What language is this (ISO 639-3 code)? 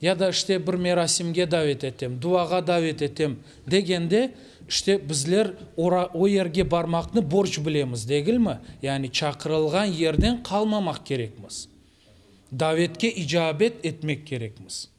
crh